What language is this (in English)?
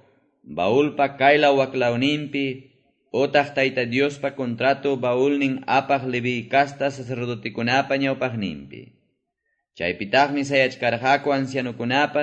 Quechua